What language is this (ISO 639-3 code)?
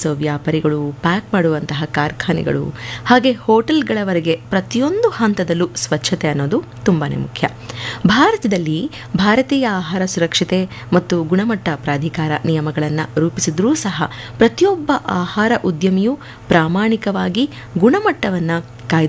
kan